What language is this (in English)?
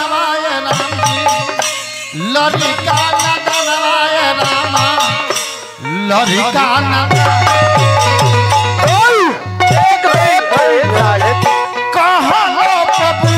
Bhojpuri